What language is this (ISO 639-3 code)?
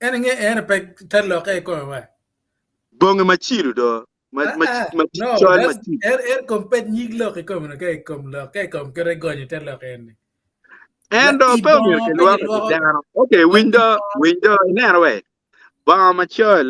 ach